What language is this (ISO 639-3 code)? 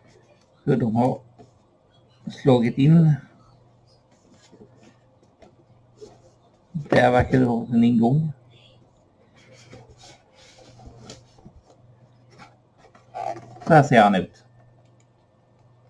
swe